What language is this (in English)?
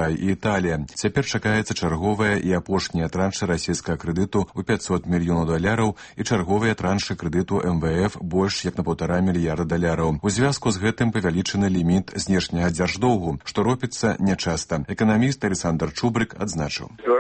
Belarusian